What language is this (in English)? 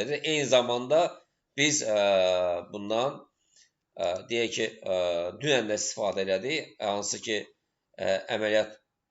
Azerbaijani